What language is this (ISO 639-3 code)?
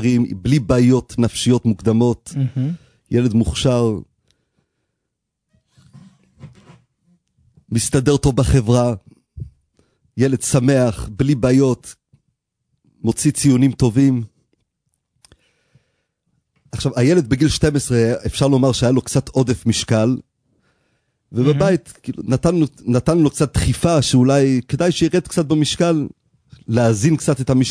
heb